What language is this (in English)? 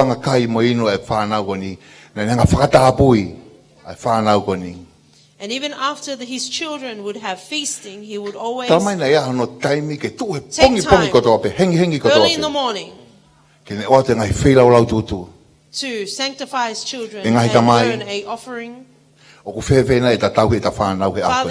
Tongan